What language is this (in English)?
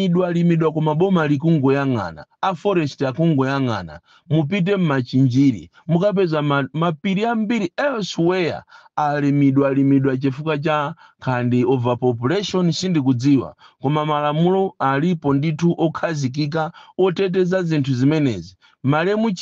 Nyanja